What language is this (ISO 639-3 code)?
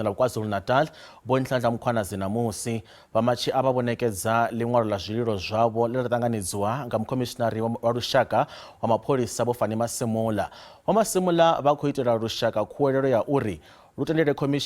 ven